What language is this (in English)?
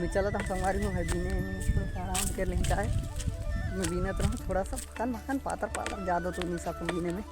Chhattisgarhi